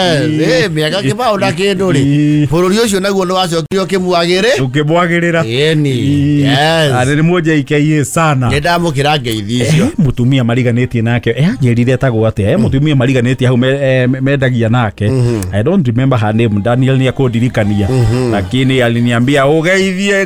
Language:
Kikuyu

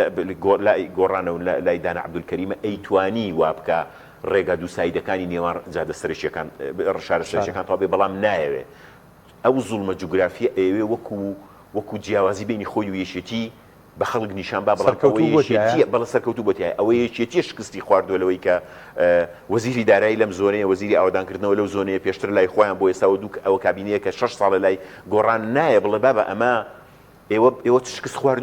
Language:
Central Kurdish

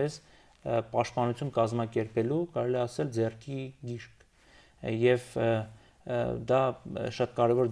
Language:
Armenian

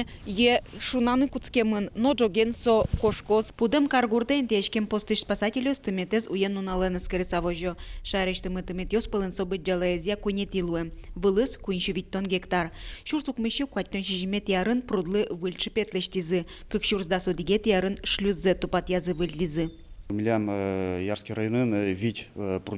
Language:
Udmurt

